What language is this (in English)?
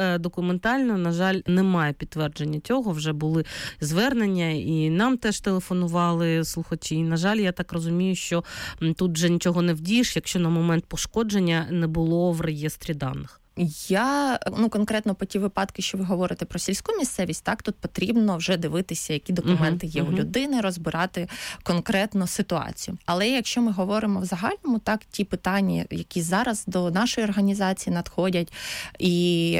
Ukrainian